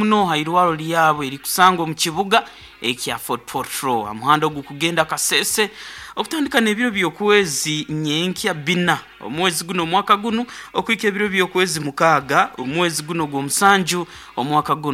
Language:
Nyankole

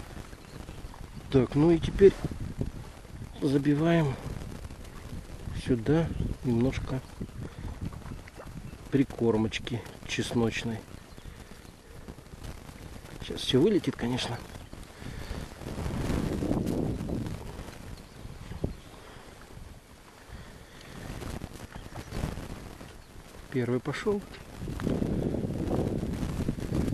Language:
Russian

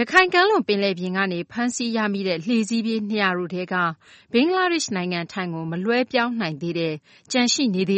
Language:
Burmese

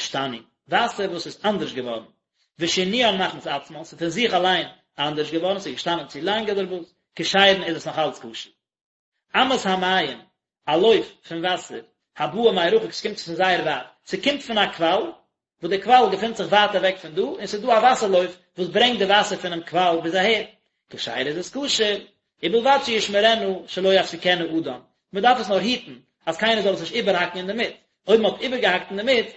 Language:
Yiddish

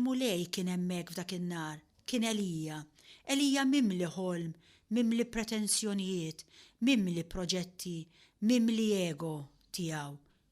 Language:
Maltese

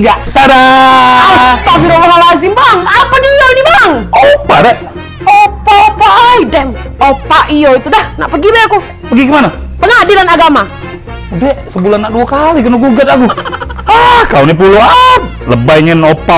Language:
Musi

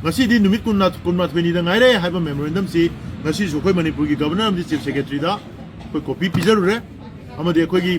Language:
Manipuri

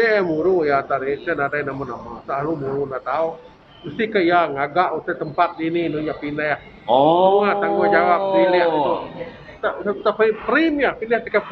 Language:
Iban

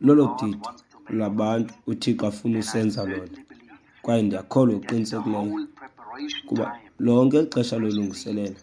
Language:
Xhosa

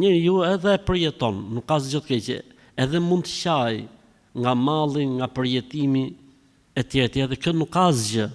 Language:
Albanian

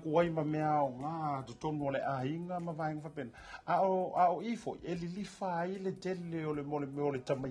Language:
Samoan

